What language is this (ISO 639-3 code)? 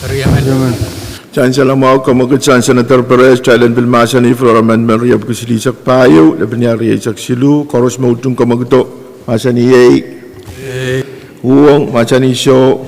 pon